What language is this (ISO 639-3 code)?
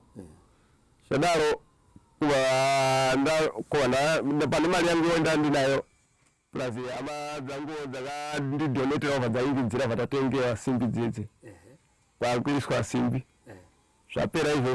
sna